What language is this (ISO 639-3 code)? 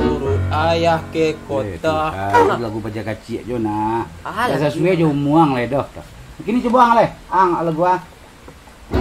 min